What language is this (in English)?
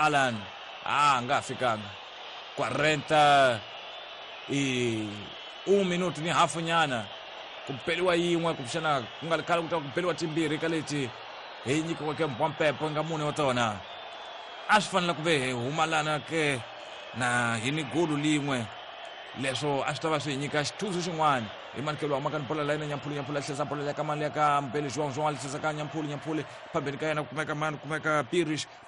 Tsonga